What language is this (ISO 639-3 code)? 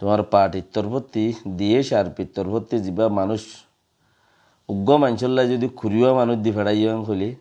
rhg